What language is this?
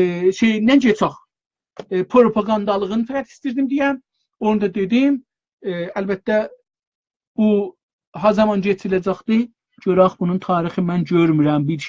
South Azerbaijani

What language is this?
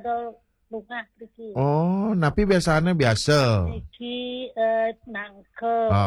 Balinese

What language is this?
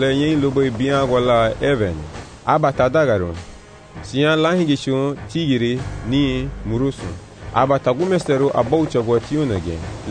Garifuna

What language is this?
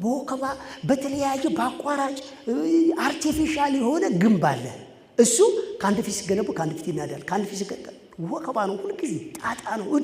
Amharic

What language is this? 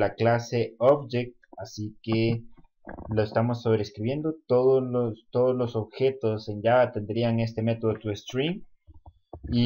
Spanish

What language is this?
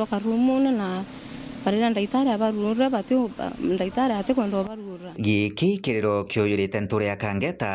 Meru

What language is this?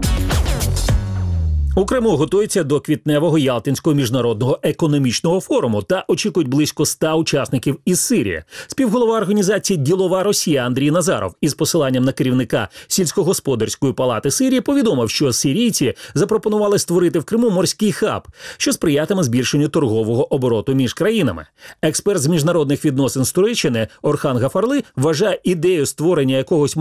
Ukrainian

